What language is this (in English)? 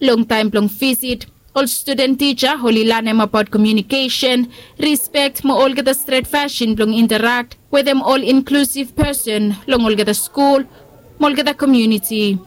Bislama